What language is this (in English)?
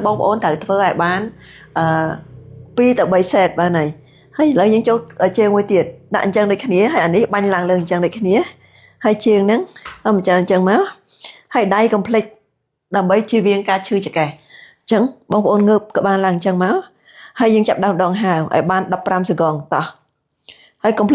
Khmer